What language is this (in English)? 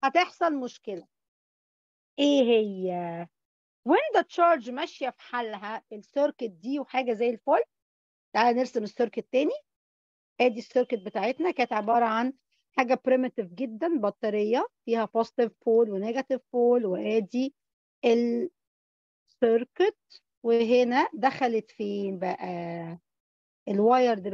Egyptian Arabic